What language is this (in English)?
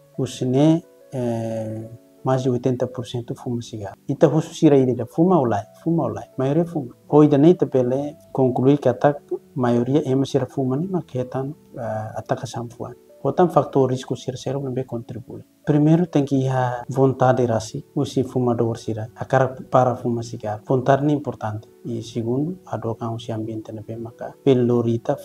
Tetum